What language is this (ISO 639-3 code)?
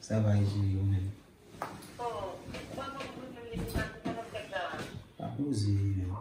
hat